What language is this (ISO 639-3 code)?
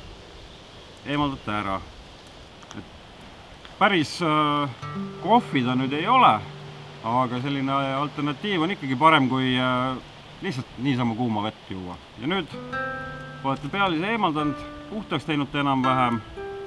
est